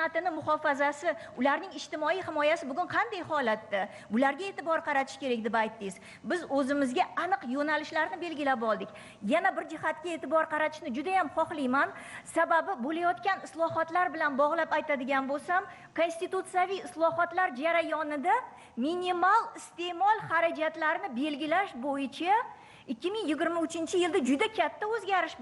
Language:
Uzbek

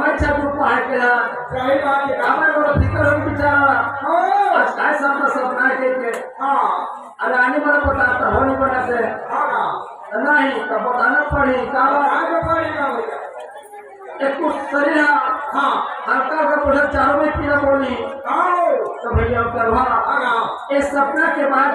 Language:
Chhattisgarhi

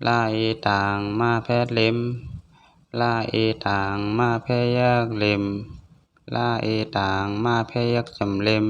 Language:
Shan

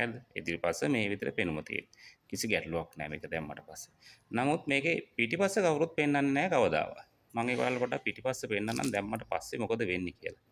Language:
Sinhala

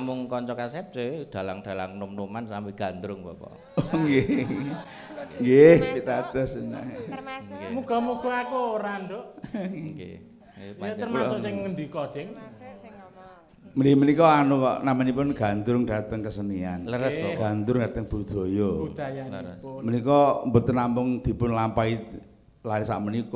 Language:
Javanese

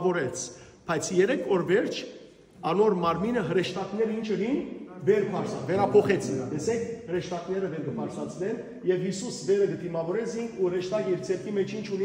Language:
Western Armenian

